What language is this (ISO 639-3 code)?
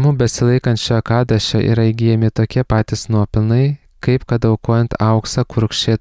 lit